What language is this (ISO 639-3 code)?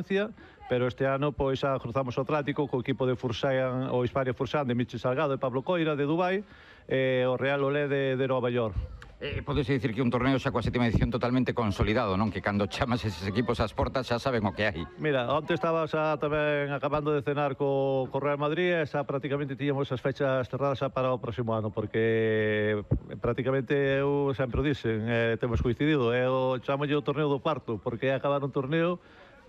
glg